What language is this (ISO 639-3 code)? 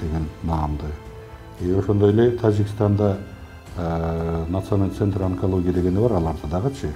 kir